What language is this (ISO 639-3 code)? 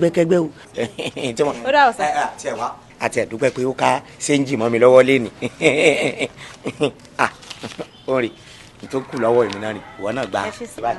yor